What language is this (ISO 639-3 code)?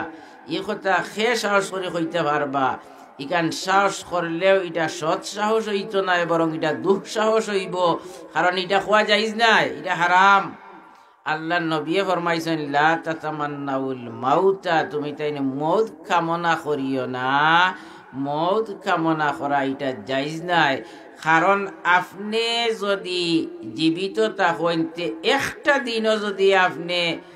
syl